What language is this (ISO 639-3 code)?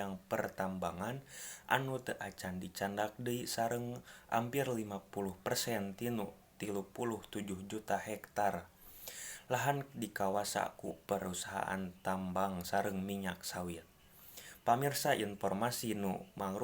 sun